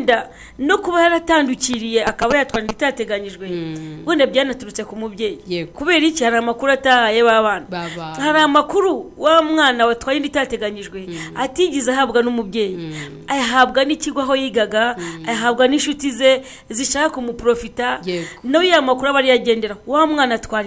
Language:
Kinyarwanda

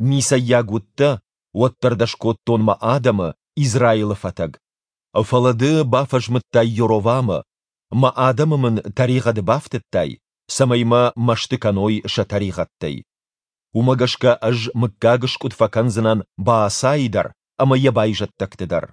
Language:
Ossetic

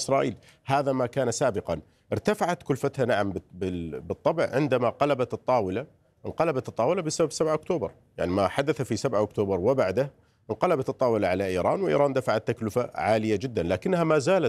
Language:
Arabic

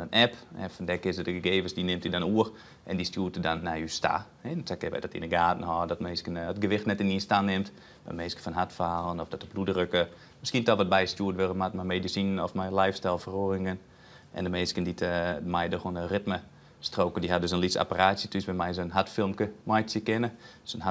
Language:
Western Frisian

